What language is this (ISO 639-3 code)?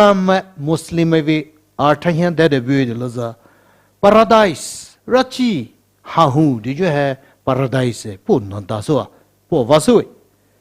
pmx